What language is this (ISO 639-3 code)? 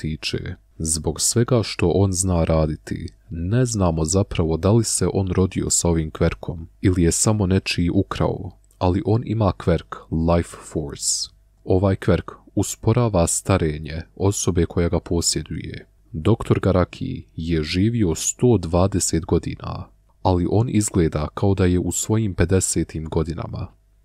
bos